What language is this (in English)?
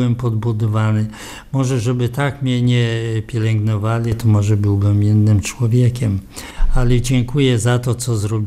Polish